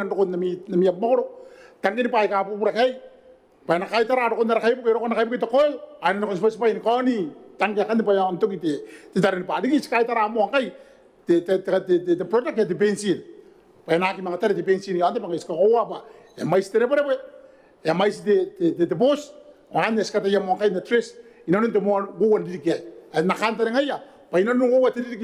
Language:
Gilbertese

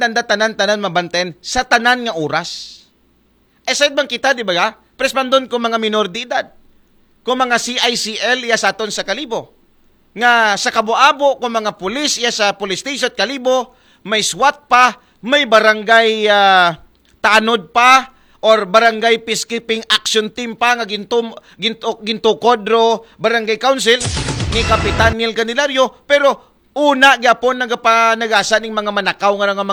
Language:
Aklanon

